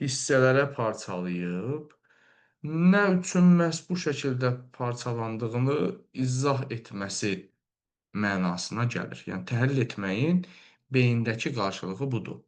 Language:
Azerbaijani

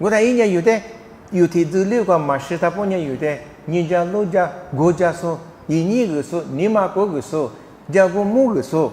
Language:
Lisu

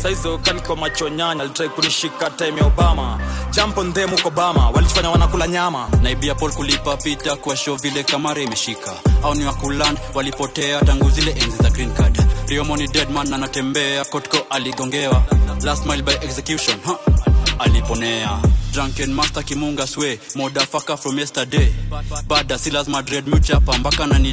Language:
Swahili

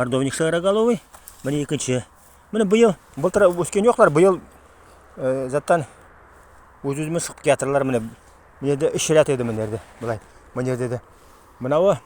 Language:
Nogai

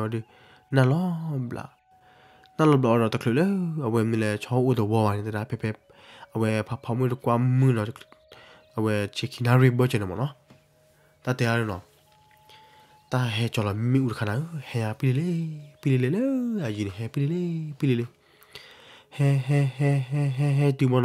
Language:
S'gaw Karen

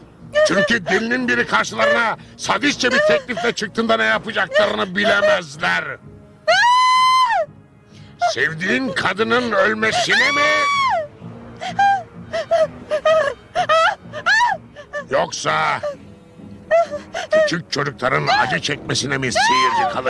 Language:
Turkish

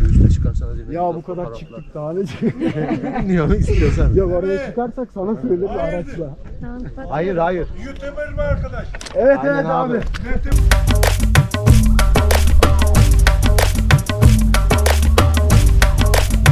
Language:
Turkish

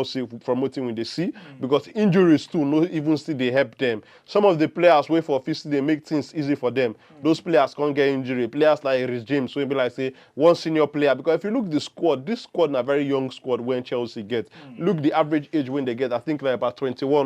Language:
Nigerian Pidgin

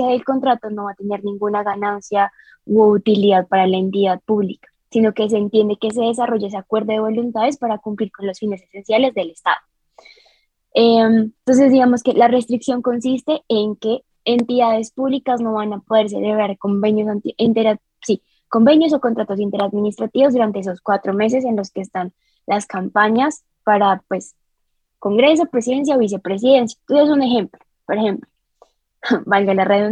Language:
Spanish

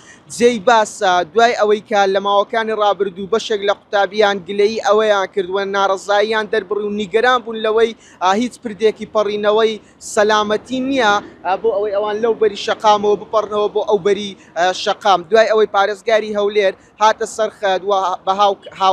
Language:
Central Kurdish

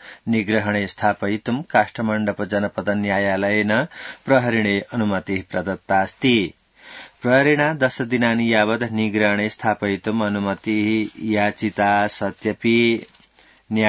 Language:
Sanskrit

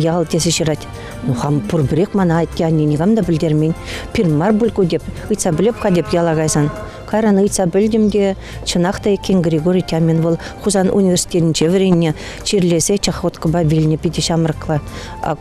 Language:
Chuvash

